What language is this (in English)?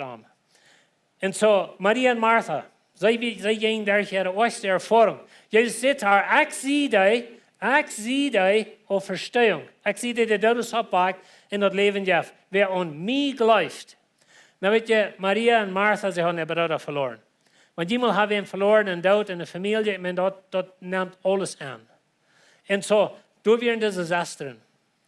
Plautdietsch